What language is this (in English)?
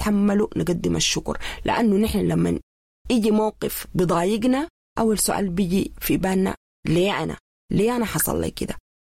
Sudanese Arabic